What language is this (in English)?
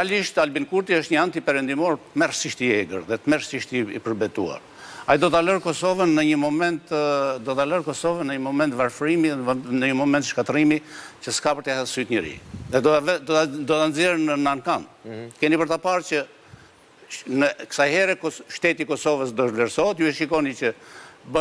Albanian